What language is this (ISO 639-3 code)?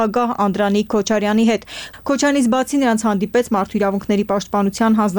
hye